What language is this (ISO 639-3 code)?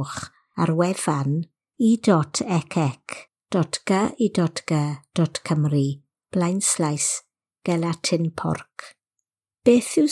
cym